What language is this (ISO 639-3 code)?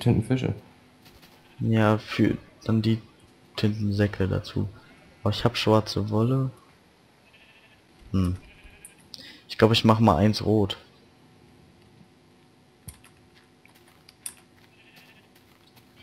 deu